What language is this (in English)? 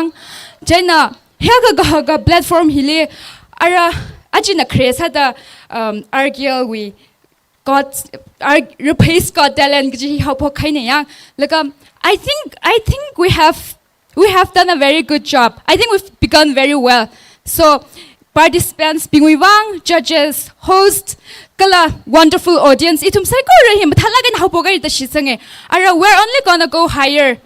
Tangkhul Naga (India)